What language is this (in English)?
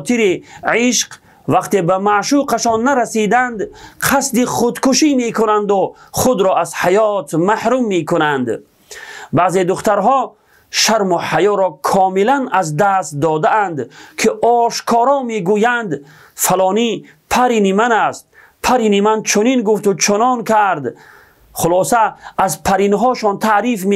Tajik